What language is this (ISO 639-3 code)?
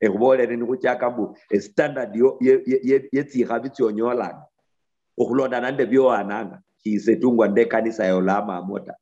luy